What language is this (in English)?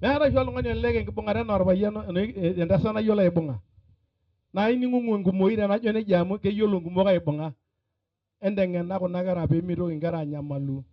Masai